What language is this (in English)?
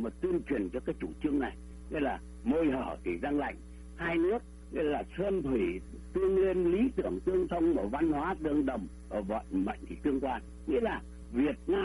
Vietnamese